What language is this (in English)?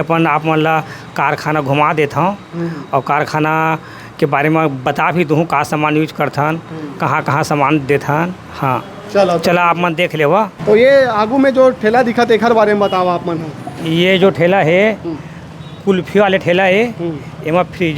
Chhattisgarhi